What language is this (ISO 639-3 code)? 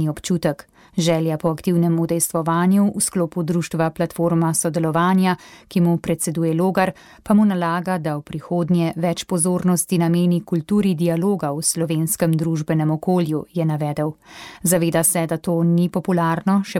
slv